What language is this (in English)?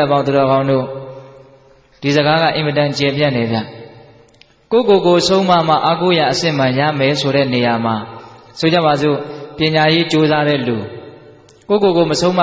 Burmese